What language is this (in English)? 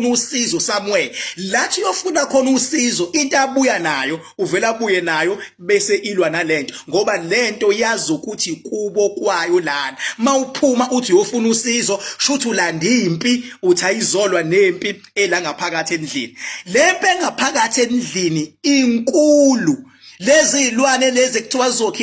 Zulu